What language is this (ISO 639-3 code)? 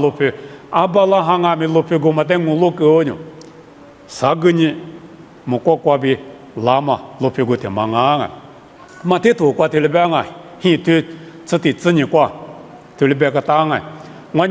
lis